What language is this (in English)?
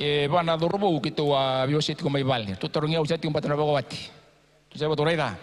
Fijian